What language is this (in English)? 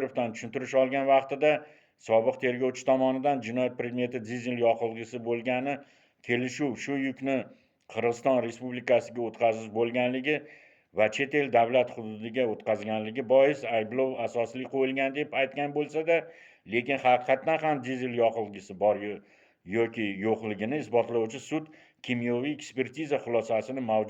Uzbek